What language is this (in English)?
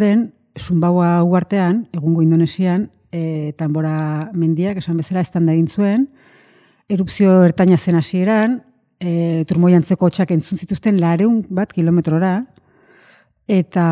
Basque